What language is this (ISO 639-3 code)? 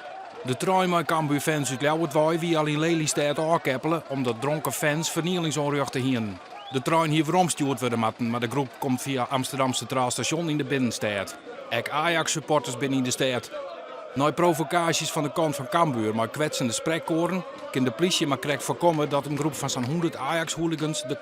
fry